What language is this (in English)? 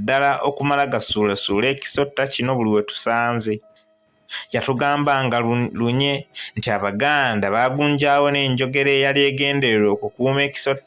Ganda